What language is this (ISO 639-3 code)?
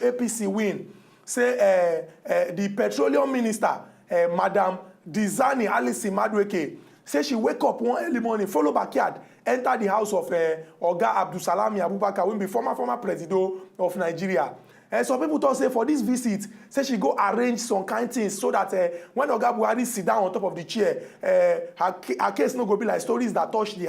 pcm